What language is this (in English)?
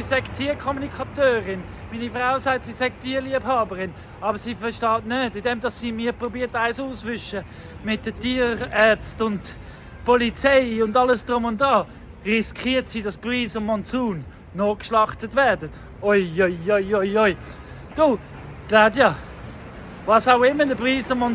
Swiss German